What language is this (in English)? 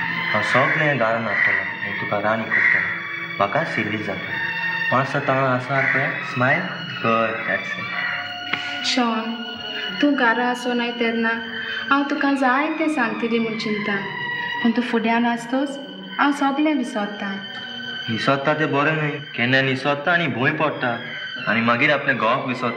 Konkani